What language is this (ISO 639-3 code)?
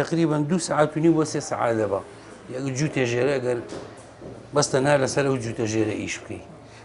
ckb